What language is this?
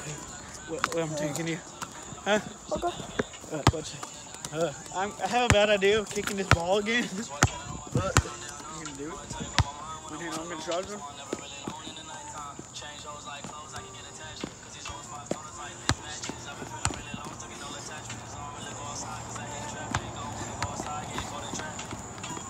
English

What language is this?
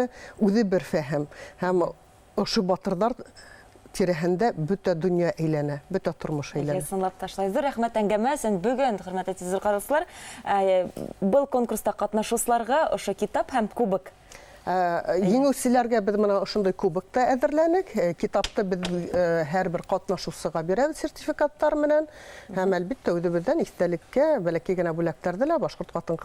Bashkir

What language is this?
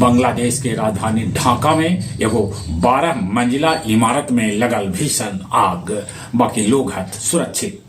Magahi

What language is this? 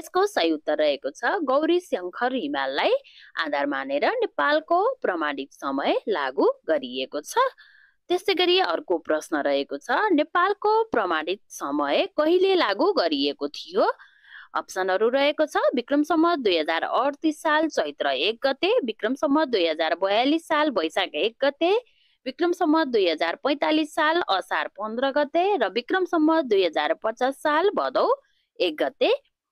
Nepali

